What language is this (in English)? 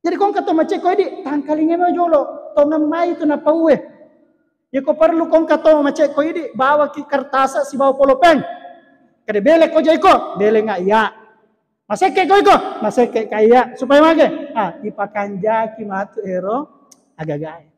Buginese